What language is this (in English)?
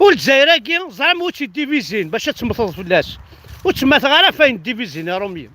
Kabyle